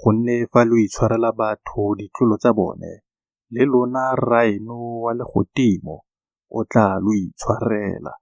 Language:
Tswana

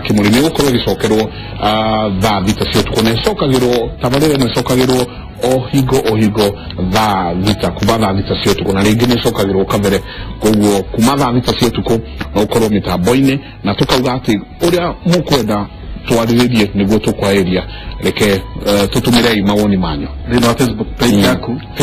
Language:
Kikuyu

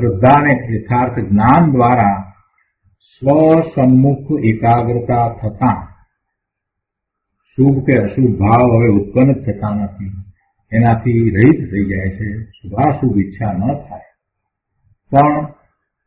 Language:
Gujarati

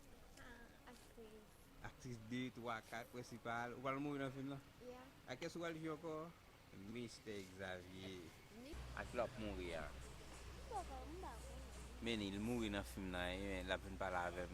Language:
Haitian Creole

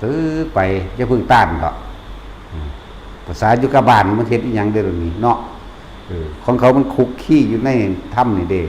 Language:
Lao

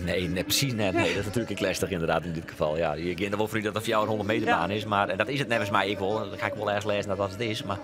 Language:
Western Frisian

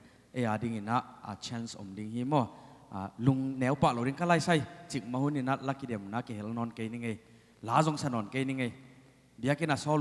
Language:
Tedim Chin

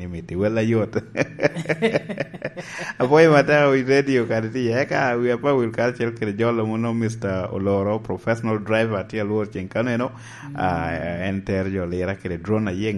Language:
Lango (Uganda)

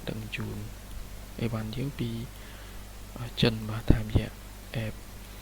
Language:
Khmer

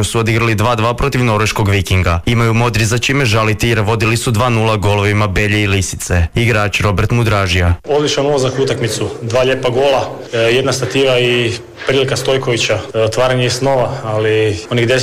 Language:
Croatian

